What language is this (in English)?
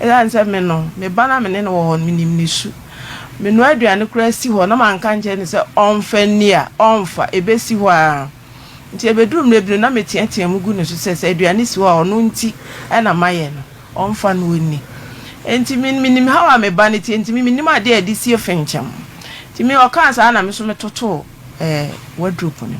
Akan